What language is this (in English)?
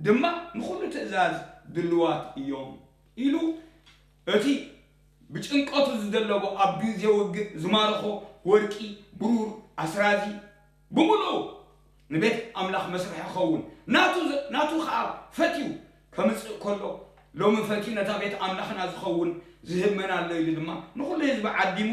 Tigrinya